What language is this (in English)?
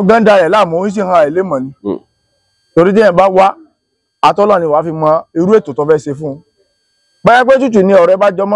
Yoruba